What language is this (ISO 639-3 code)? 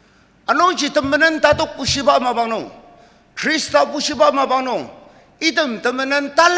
njo